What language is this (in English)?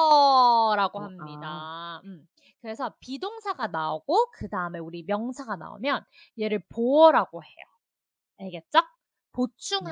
Korean